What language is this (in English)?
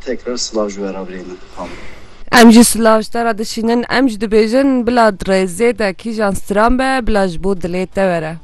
Kurdish